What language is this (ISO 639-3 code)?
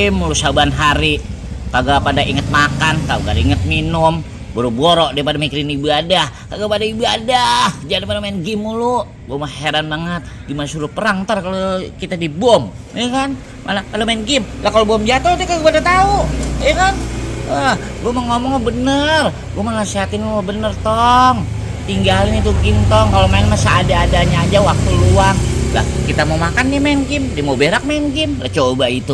bew